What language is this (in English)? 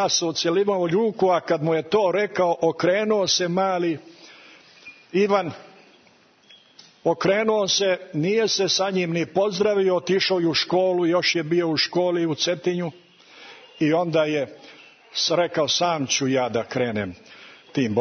Serbian